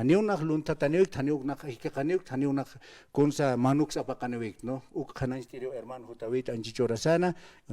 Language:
Aymara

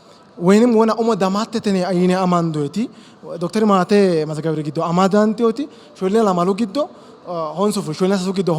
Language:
Sidamo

